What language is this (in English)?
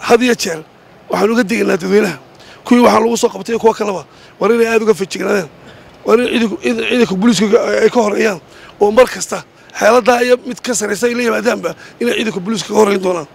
Somali